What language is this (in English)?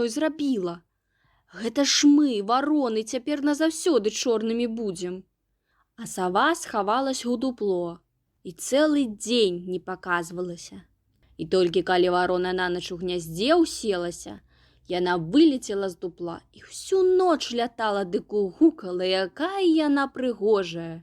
Belarusian